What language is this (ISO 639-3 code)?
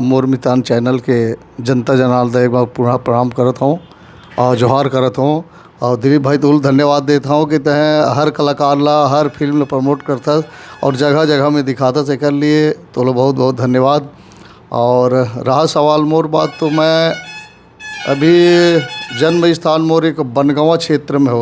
hne